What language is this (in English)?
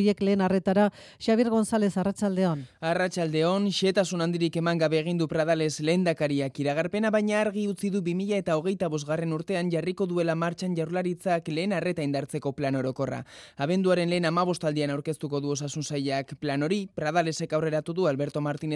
Basque